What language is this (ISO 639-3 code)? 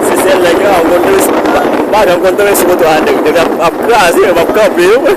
hat